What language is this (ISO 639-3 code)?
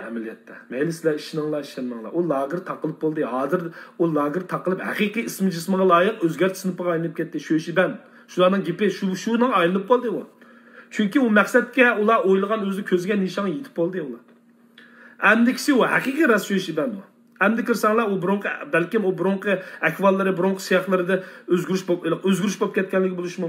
uig